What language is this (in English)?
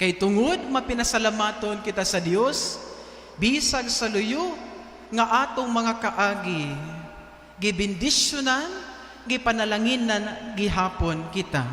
Cebuano